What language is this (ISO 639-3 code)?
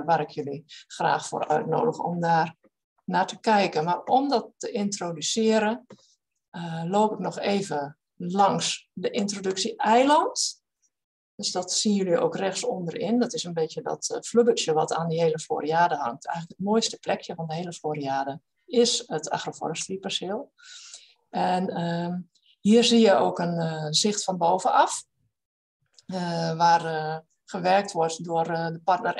nld